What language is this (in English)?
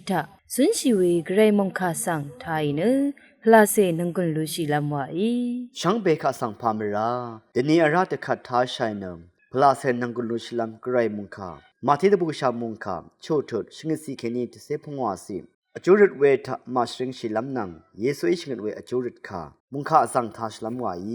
Rawang